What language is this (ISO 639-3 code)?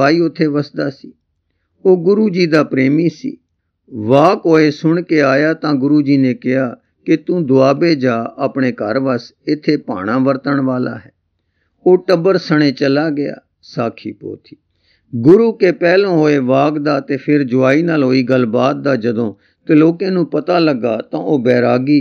pan